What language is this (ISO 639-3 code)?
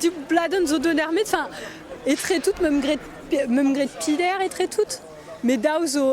bre